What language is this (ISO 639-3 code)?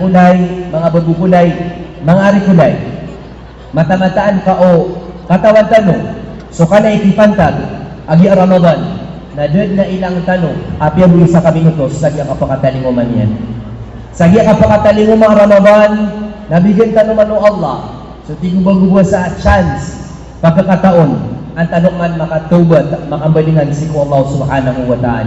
mrw